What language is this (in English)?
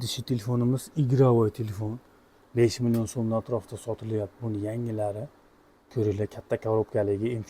Uzbek